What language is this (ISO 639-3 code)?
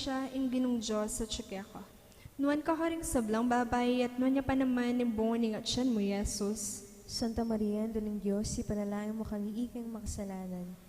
pam